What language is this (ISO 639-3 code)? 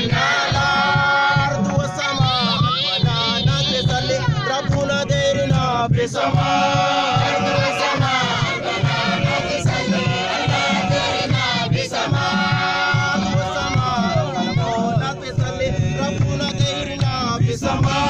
mfz